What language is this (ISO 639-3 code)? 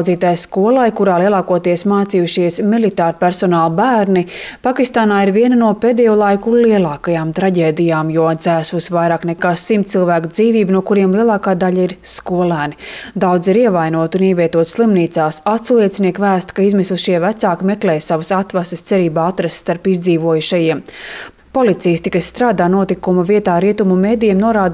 lav